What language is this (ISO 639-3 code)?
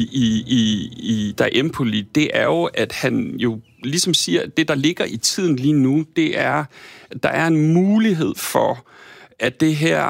dan